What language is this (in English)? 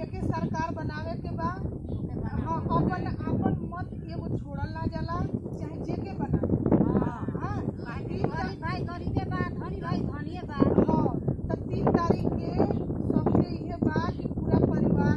Bhojpuri